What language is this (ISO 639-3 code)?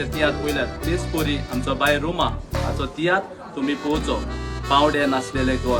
kok